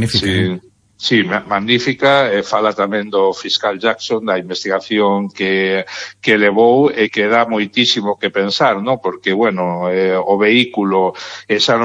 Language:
Galician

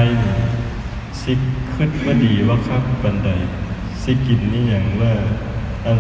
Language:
Lao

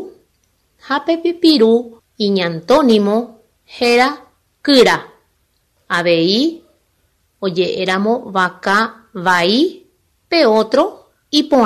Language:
Guarani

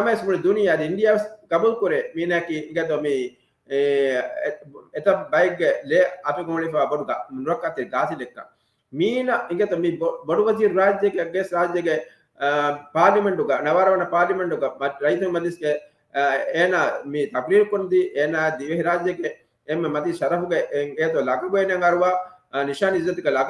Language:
Divehi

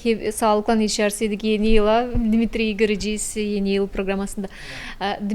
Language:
Gagauz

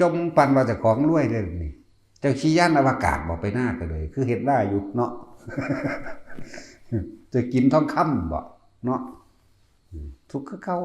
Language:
Lao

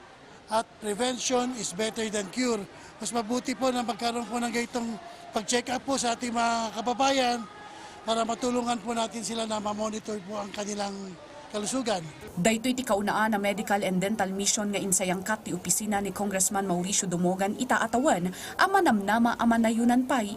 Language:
Iloko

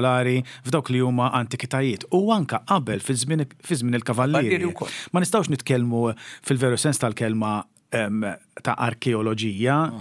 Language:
Maltese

